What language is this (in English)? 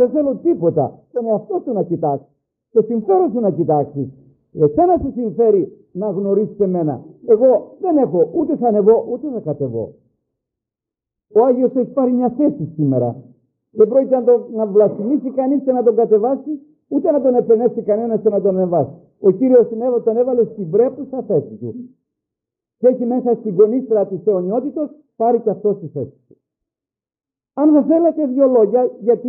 Greek